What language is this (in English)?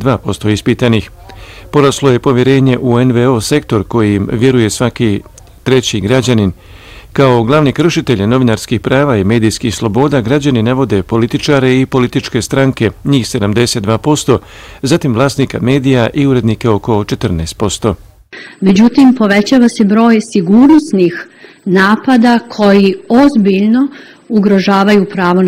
Bosnian